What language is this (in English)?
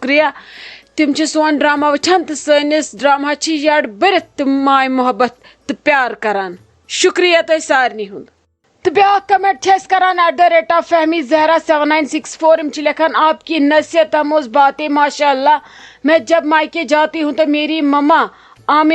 Kashmiri